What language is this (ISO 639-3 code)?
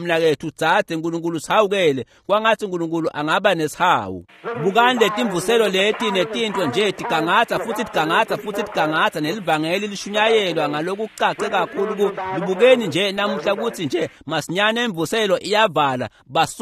ssw